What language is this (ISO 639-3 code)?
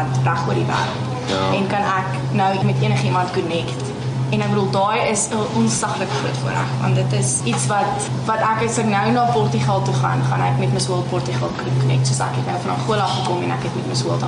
afr